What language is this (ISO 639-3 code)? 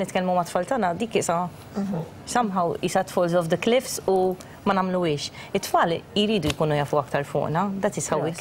mlt